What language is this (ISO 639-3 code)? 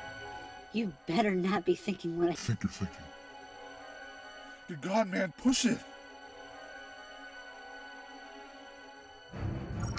eng